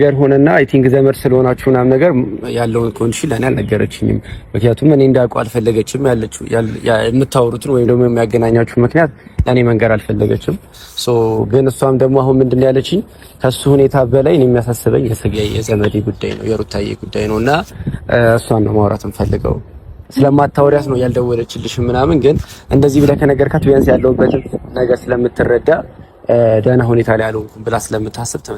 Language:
Amharic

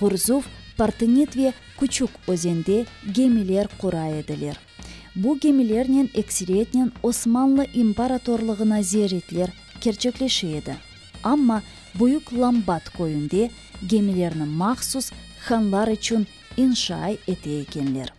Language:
Crimean Tatar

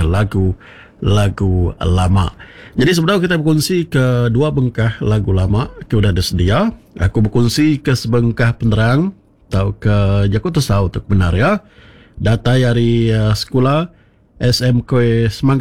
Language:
Iban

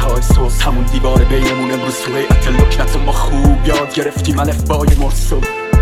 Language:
Persian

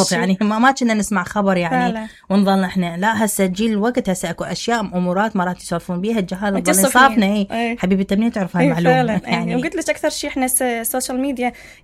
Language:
Mesopotamian Arabic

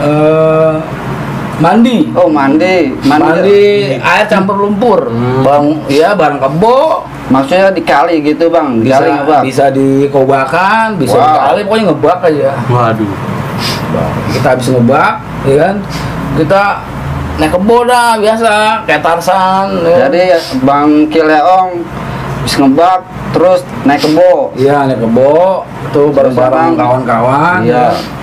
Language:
Betawi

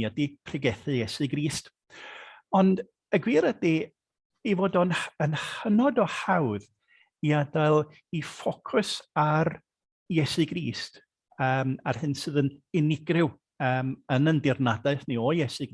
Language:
Welsh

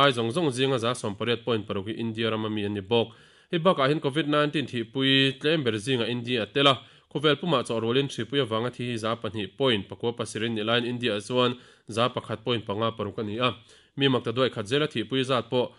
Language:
Mizo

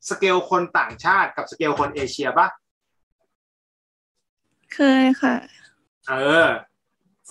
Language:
Thai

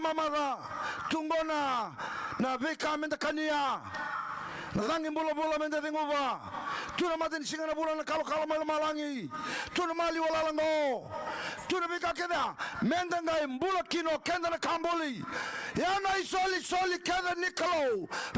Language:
Fijian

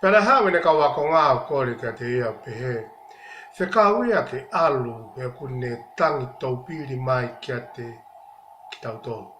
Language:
Tongan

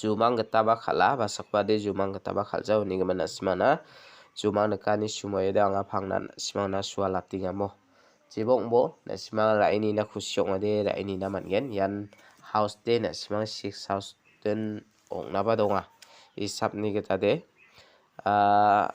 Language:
Garo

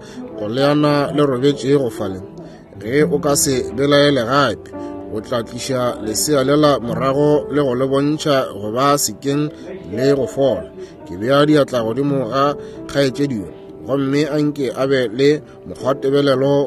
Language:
Northern Sotho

